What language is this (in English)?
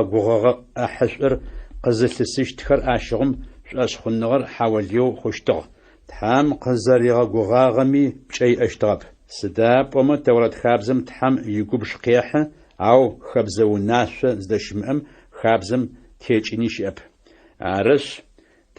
Adyghe